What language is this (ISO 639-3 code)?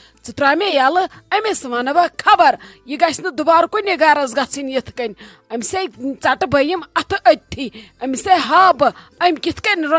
kas